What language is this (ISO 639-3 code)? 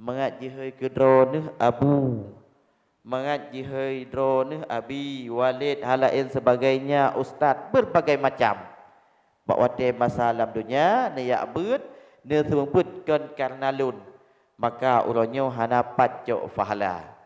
ace